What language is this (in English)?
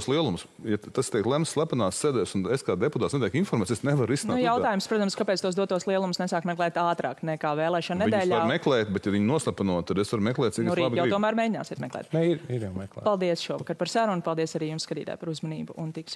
Latvian